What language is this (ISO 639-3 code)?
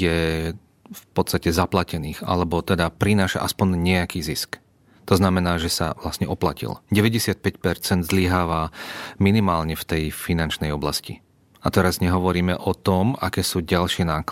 slk